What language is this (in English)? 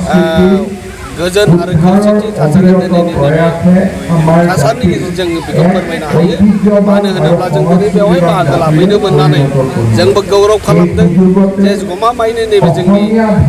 Bodo